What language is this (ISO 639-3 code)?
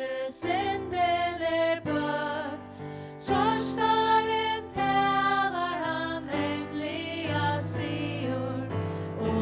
fao